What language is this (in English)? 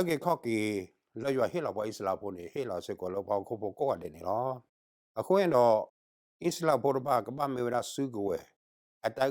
S'gaw Karen